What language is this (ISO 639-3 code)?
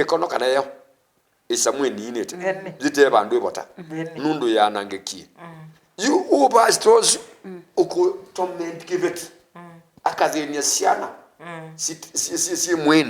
kam